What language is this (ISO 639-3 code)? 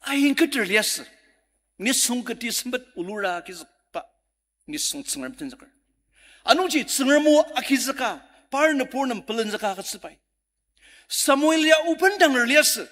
njo